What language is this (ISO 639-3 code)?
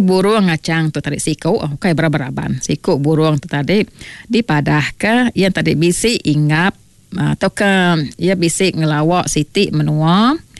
iba